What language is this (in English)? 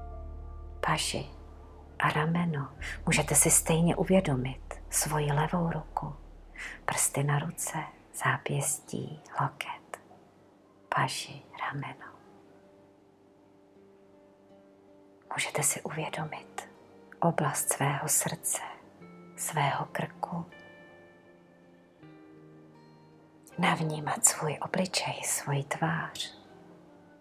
Czech